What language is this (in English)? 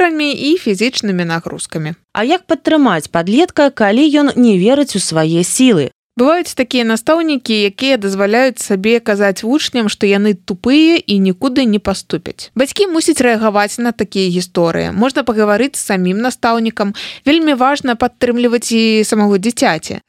Belarusian